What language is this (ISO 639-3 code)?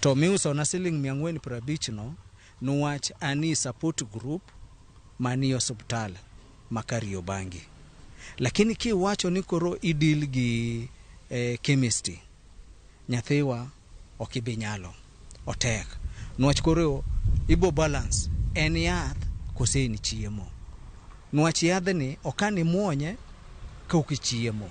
luo